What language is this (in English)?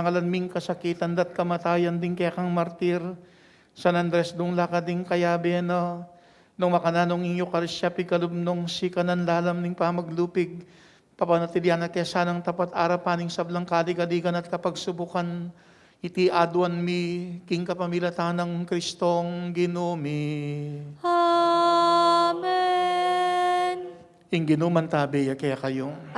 Pampanga